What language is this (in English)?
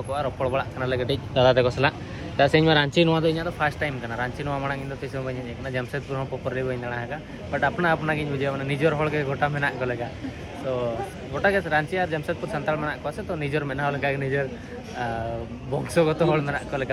Santali